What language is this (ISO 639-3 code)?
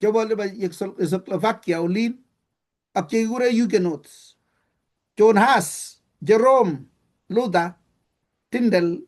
kln